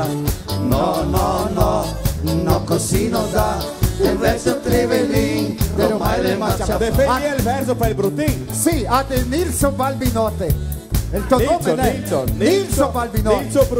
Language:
Venetian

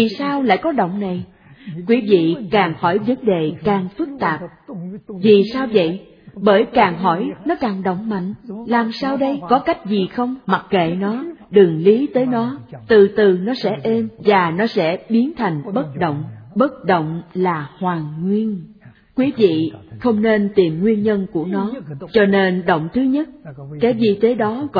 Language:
Vietnamese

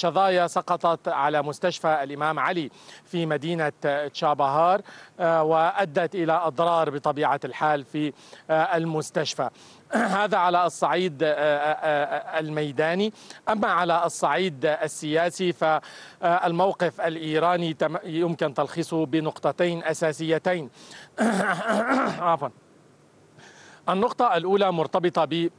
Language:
Arabic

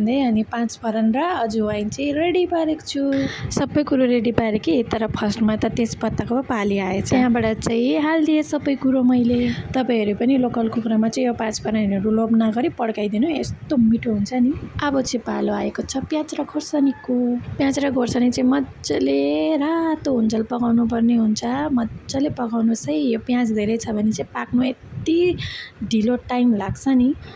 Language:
Nepali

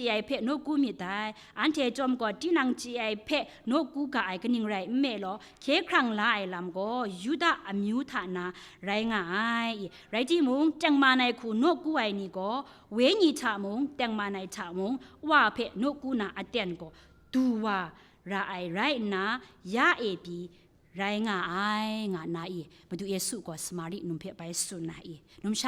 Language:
Kachin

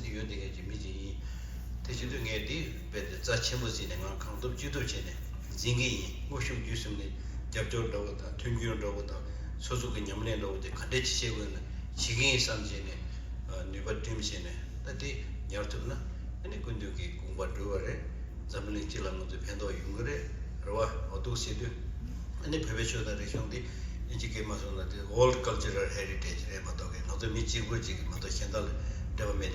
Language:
Tibetan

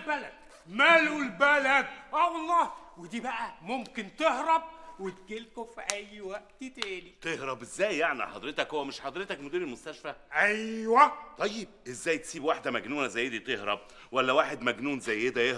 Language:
Egyptian Arabic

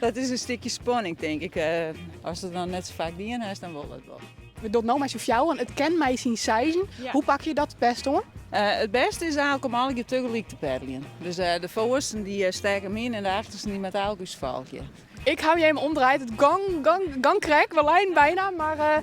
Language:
Western Frisian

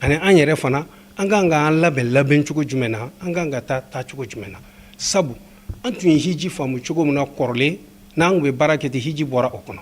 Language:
Bambara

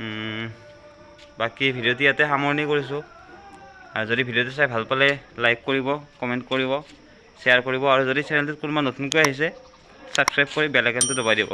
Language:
Assamese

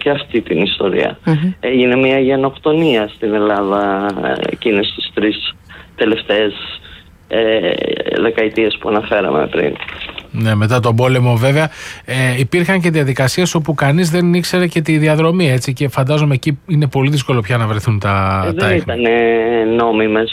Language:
Greek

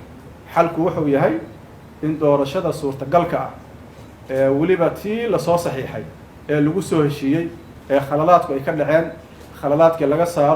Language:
Somali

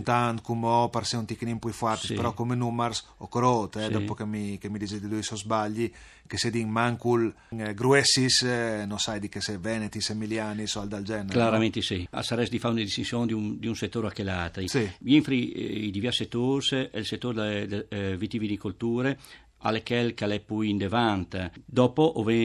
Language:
Friulian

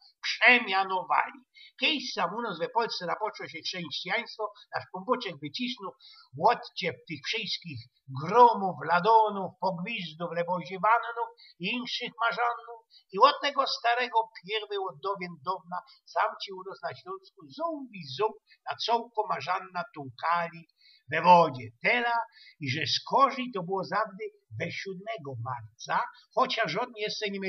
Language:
Silesian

